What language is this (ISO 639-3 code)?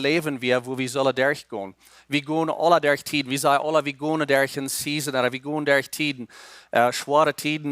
pdt